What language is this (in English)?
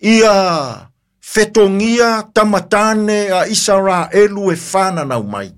Samoan